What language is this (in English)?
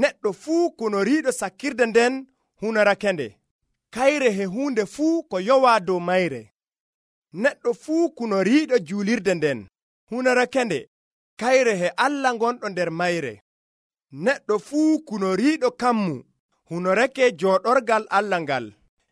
Nigerian Fulfulde